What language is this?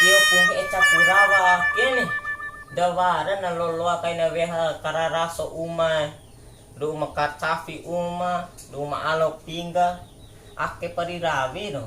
Bima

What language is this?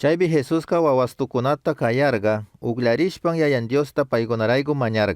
Chimborazo Highland Quichua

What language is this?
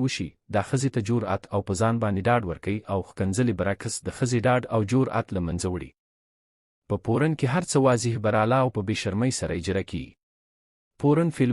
Pashto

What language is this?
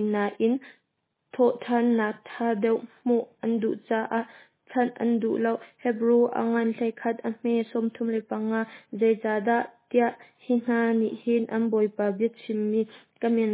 Hakha Chin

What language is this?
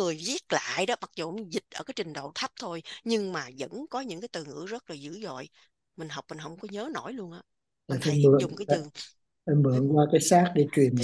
Vietnamese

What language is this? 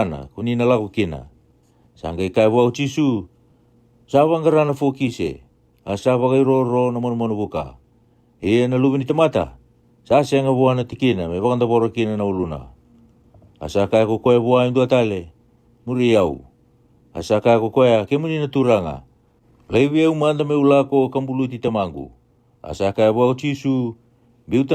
Fijian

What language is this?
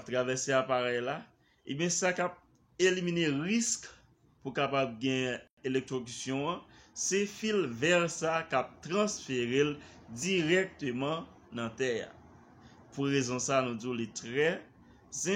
Haitian Creole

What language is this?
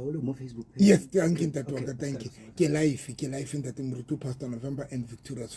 Southern Sotho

